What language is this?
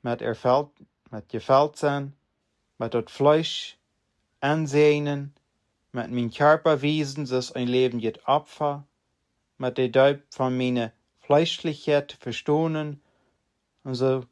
Plautdietsch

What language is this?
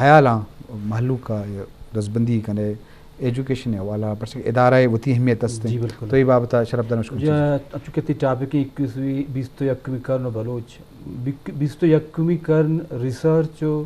Eastern Balochi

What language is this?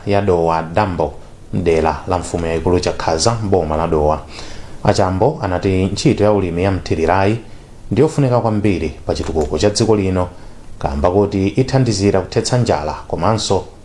Nyanja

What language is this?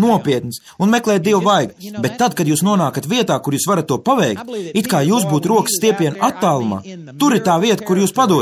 Latvian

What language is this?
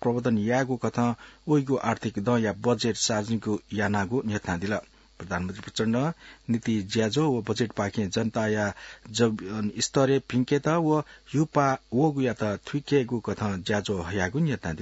Newari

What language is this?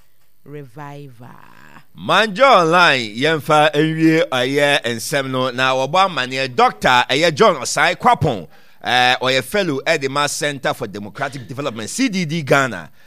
Akan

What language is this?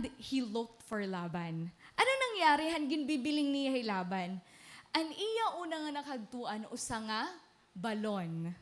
Waray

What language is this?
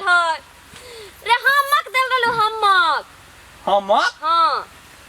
Maithili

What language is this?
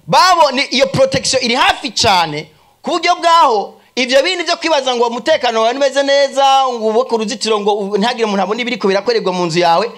Rundi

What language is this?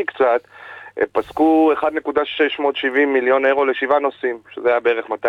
Hebrew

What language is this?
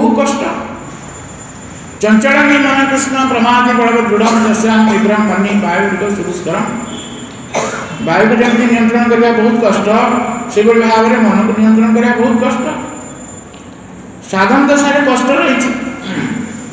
Odia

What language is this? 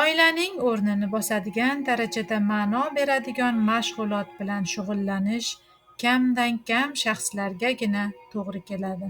Uzbek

